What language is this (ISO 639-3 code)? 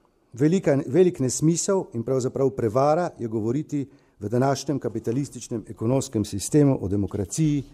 slv